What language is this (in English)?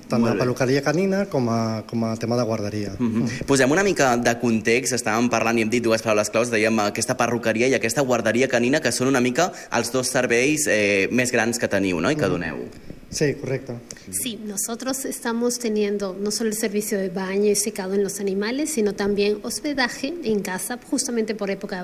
Catalan